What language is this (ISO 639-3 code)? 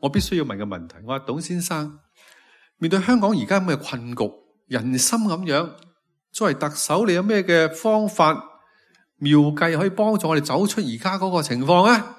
yue